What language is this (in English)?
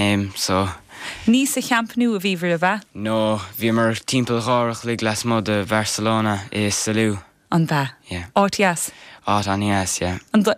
Irish